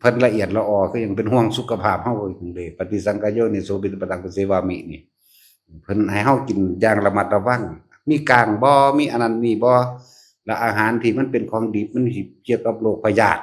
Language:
Lao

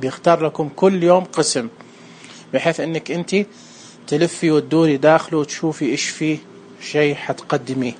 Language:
Najdi Arabic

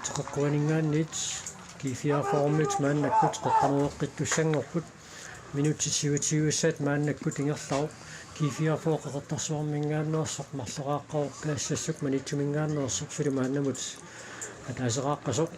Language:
Kalaallisut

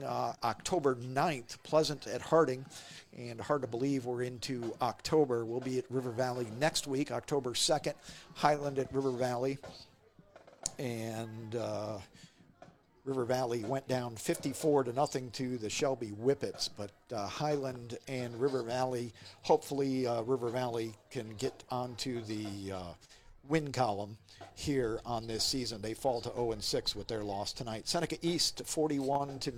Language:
English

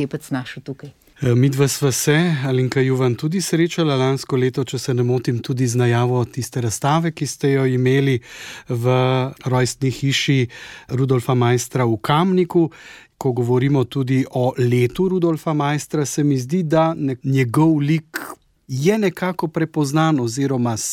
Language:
Slovenian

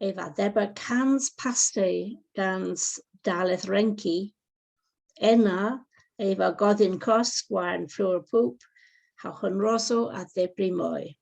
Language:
Cornish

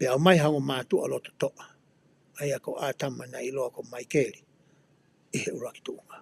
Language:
Tongan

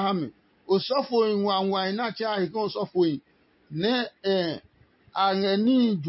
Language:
Adangme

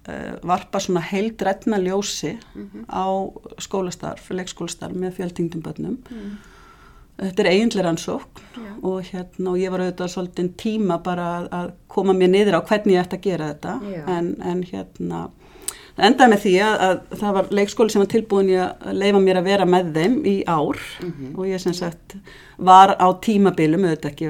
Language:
Icelandic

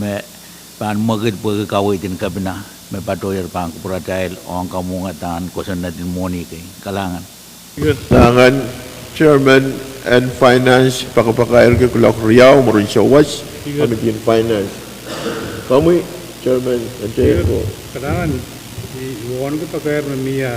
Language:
Pohnpeian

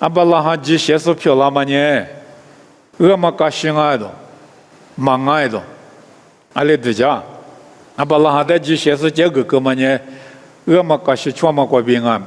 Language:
Lisu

